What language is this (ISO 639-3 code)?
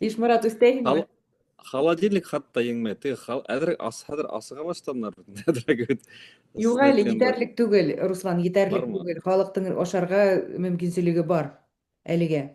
bak